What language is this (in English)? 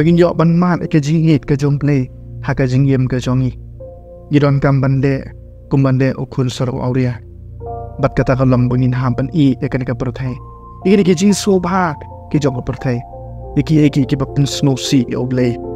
Khasi